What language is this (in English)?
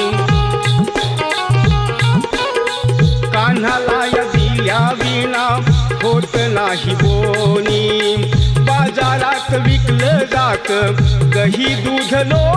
Marathi